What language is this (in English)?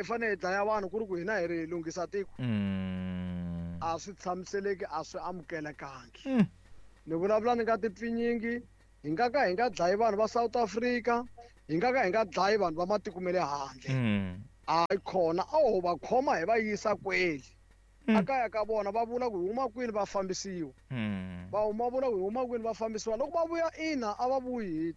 Tsonga